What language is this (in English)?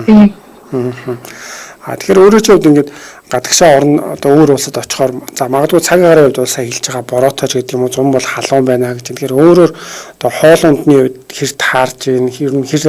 Mongolian